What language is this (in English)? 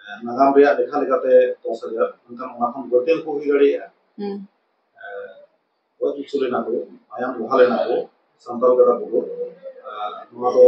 Santali